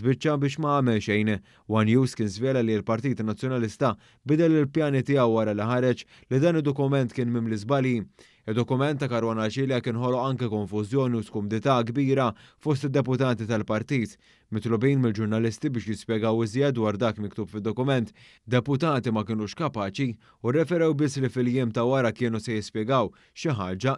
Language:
Maltese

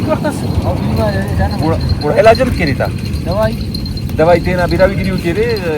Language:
Brahui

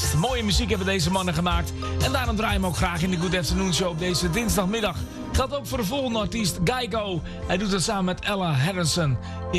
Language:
Dutch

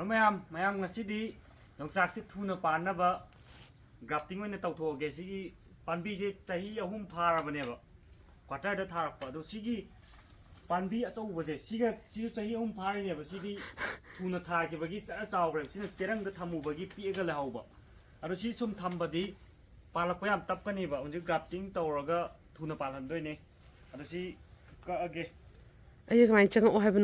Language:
Manipuri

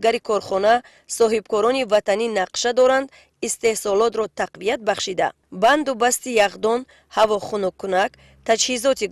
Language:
Tajik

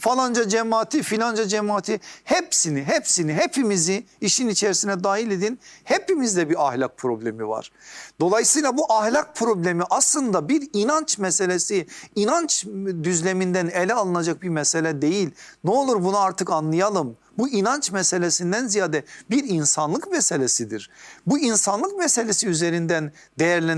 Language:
Turkish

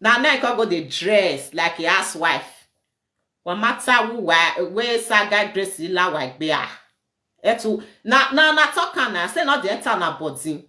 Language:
Nigerian Pidgin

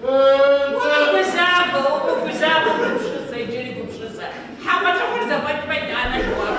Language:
Kabardian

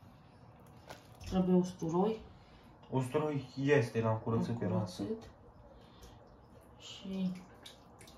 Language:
Romanian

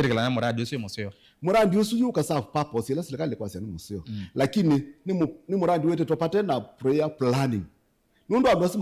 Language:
Kamba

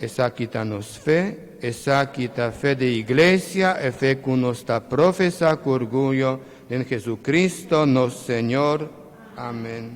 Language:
Papiamento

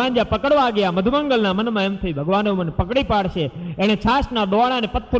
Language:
Gujarati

